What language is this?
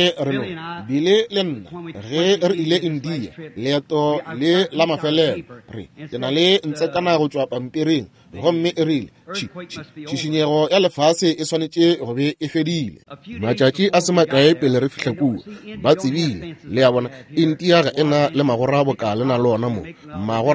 Northern Sotho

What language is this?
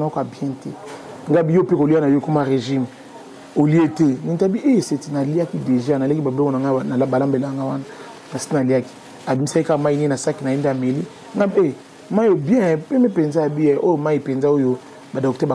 Lingala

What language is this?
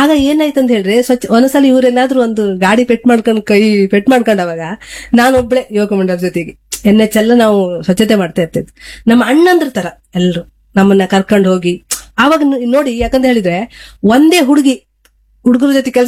Kannada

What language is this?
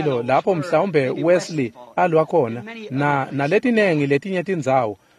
Swati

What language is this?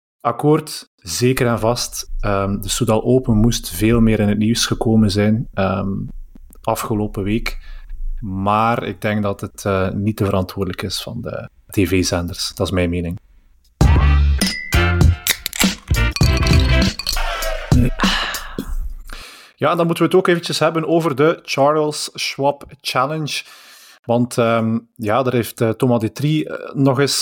Dutch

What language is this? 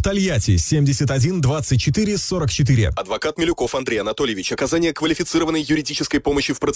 Russian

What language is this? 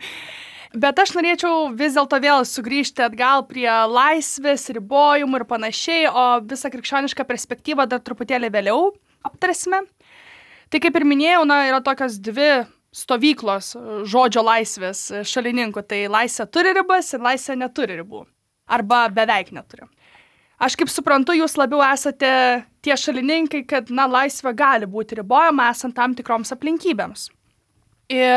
Lithuanian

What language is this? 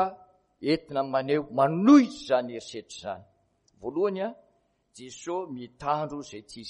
Malagasy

